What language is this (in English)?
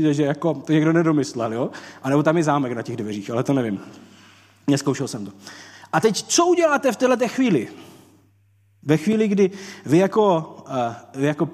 Czech